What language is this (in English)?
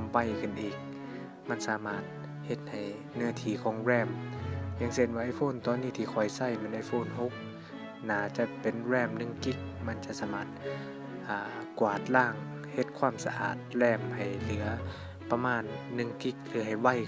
Lao